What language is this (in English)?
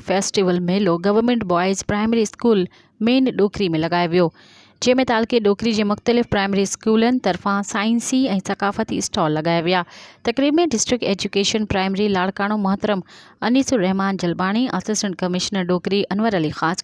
Sindhi